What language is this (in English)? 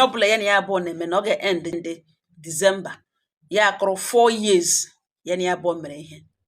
Igbo